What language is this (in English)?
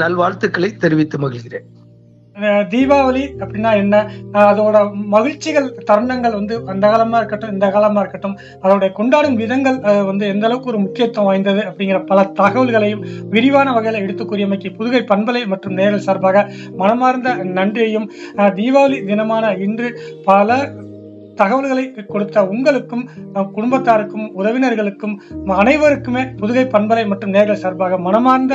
Tamil